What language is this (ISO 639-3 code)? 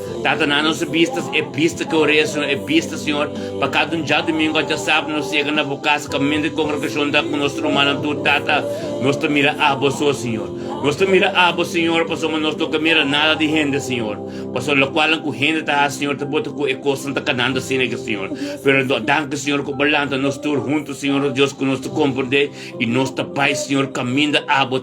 pap